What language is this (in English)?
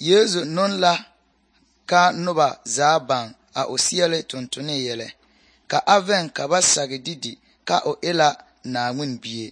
Southern Dagaare